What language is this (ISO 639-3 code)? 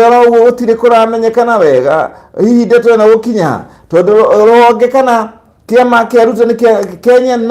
kik